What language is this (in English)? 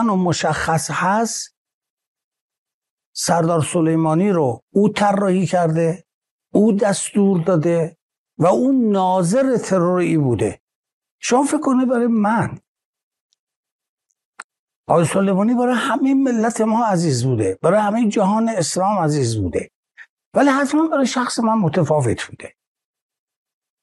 Persian